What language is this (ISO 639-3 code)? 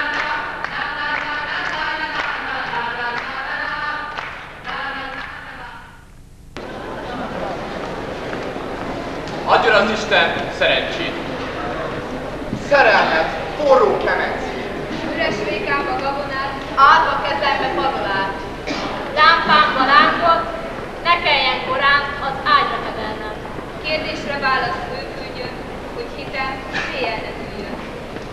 hun